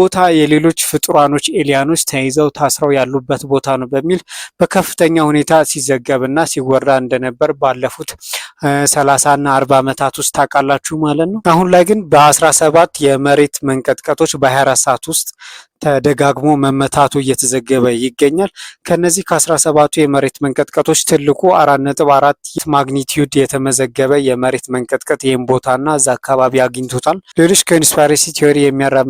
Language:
Amharic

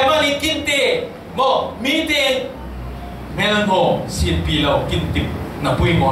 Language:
Falam Chin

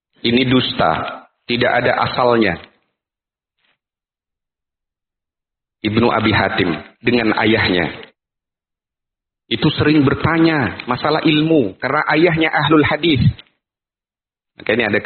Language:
Indonesian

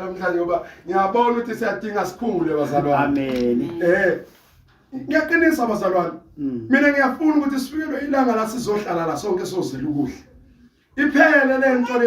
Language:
Zulu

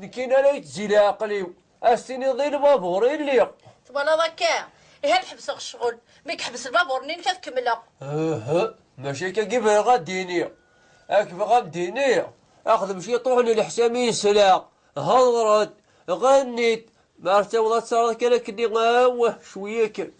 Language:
Kabyle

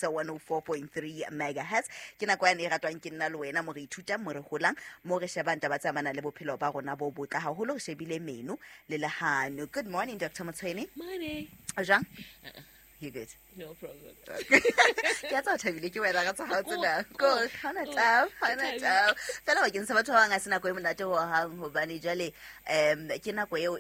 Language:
Southern Sotho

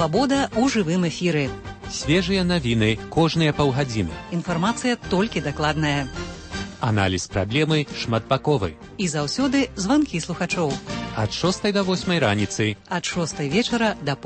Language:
Belarusian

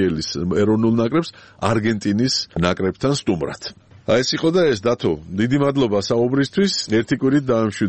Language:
Georgian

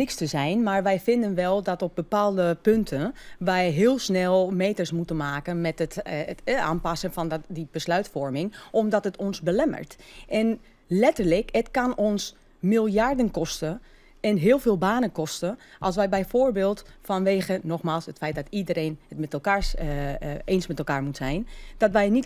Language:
Western Frisian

